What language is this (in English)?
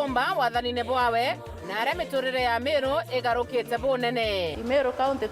Meru